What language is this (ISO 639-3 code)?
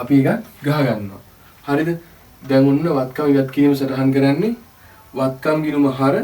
sin